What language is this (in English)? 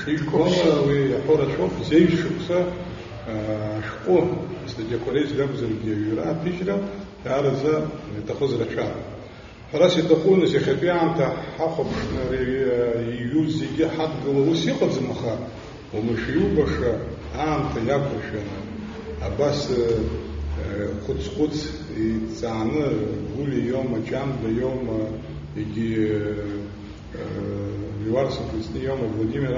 Abkhazian